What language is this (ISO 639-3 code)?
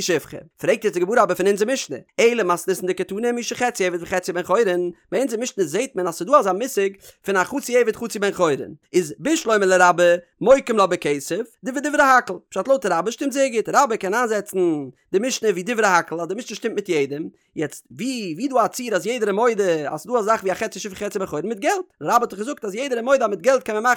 yid